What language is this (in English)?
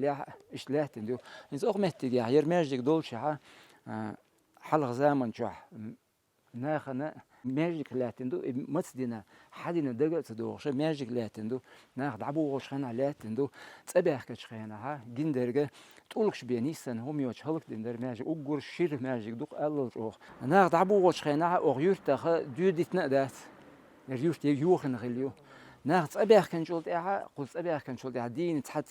Chechen